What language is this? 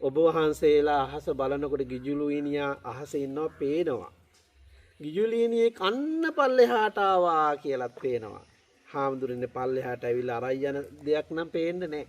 Sinhala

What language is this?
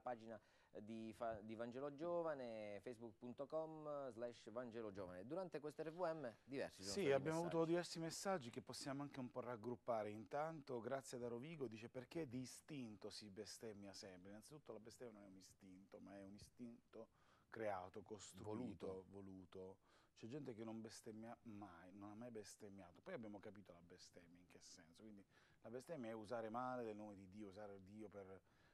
Italian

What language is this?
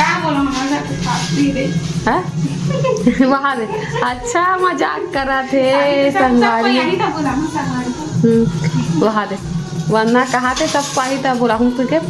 Chhattisgarhi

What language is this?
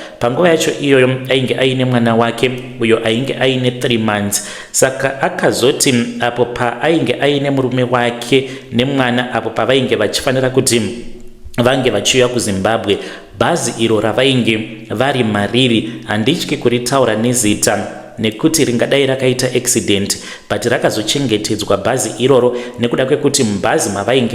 Shona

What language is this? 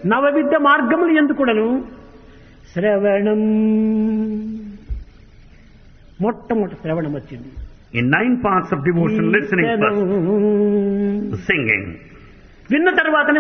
Telugu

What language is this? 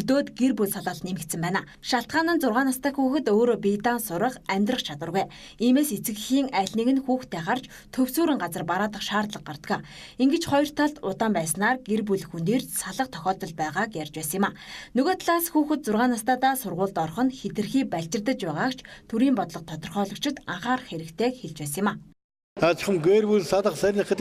Mongolian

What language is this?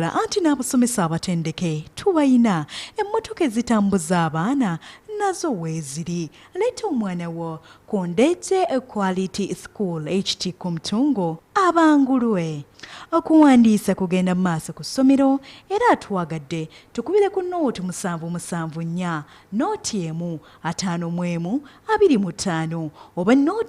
Ganda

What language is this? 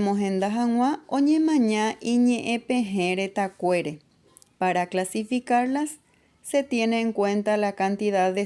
Guarani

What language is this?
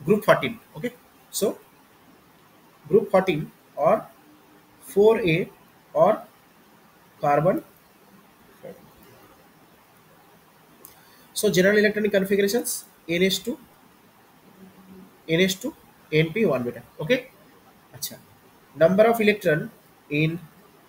Bangla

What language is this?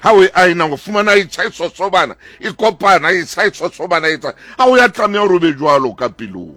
Southern Sotho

